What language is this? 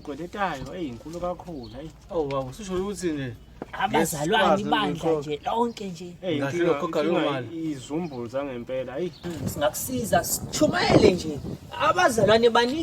Zulu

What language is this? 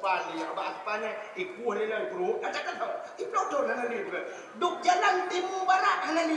Achinese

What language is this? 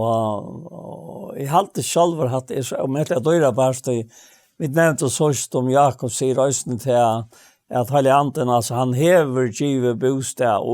Faroese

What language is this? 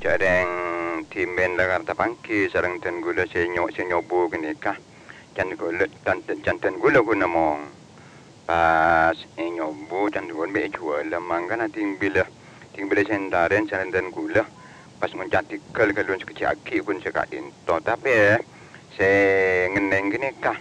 Madurese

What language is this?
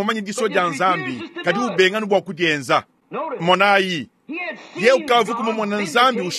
Luba-Lulua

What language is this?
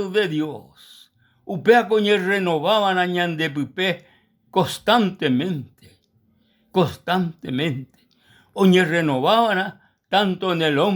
Guarani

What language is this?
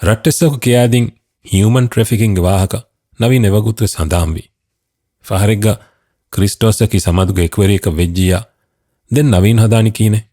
Divehi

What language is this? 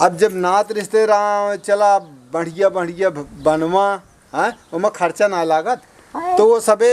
Awadhi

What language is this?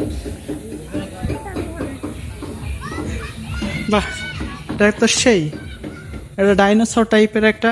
Bangla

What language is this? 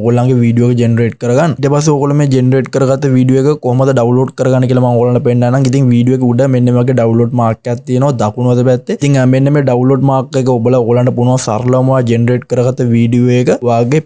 Sinhala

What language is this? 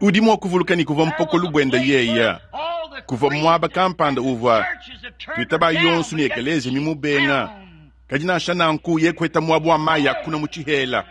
Luba-Lulua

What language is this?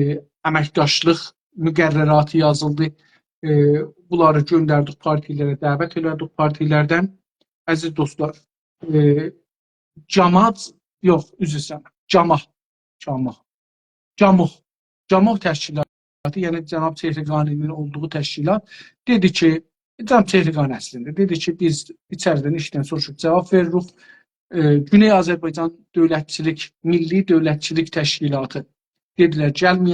South Azerbaijani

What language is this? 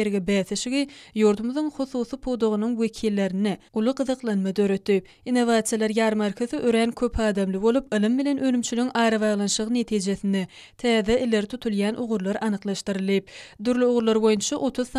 Turkmen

